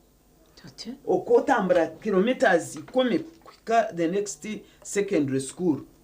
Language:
Nyankole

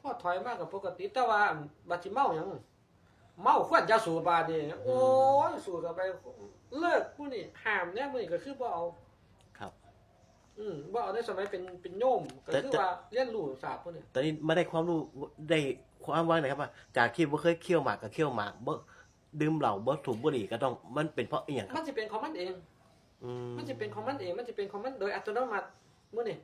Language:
Northeastern Thai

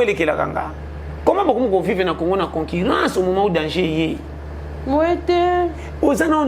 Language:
Lingala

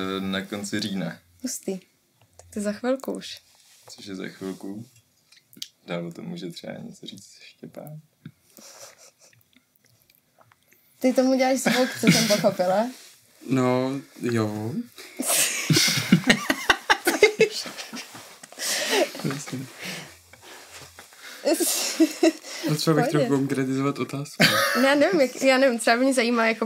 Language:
Czech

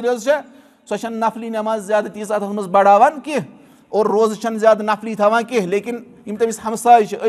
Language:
Kashmiri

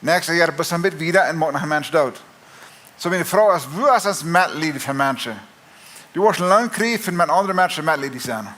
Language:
Plautdietsch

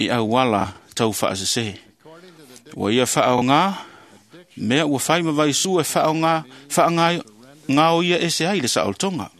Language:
Samoan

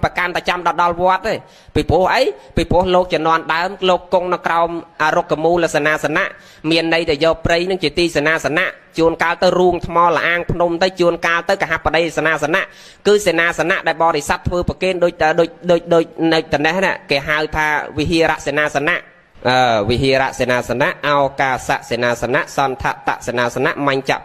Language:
Khmer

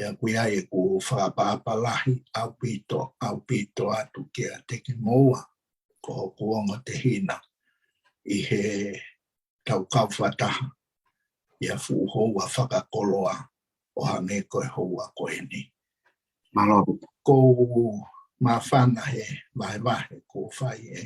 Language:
Tongan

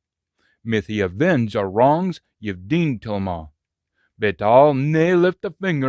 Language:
Scots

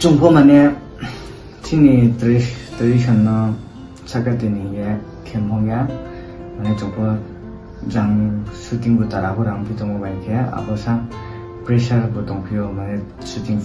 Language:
Riang (India)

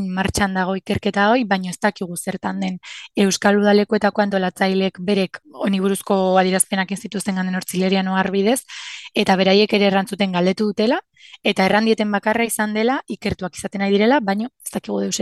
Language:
Basque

